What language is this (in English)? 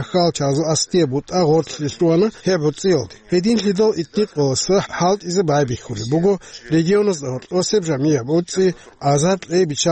Avaric